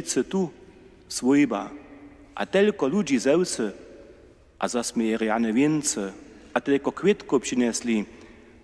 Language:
Upper Sorbian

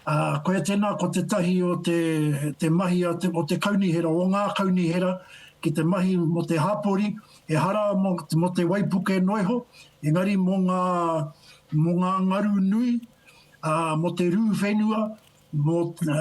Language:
Māori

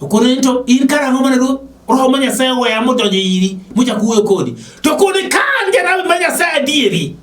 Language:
Luo (Kenya and Tanzania)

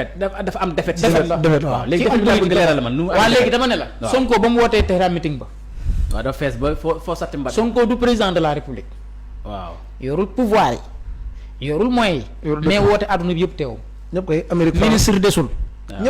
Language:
Wolof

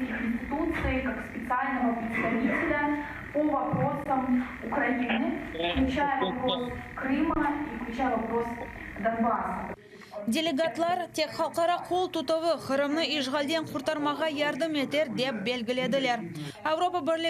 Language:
Crimean Tatar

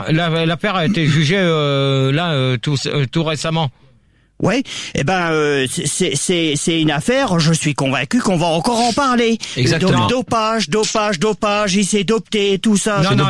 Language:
French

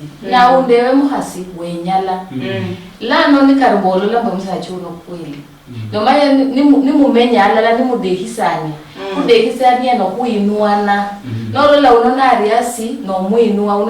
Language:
Luyia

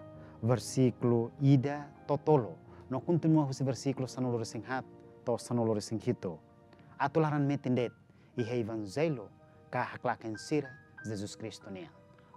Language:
Tetum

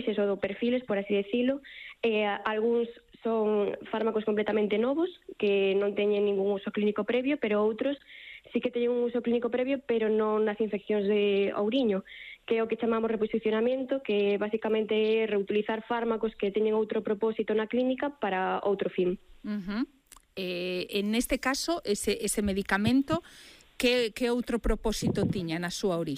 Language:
Galician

